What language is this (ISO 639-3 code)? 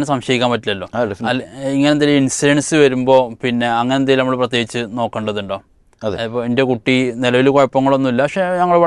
mal